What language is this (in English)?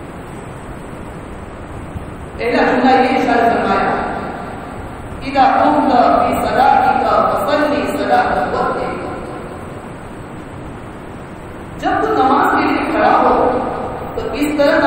Urdu